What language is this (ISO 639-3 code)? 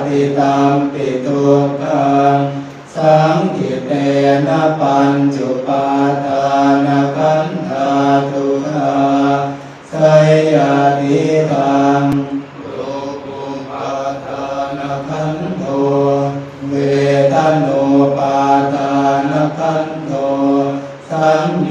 pli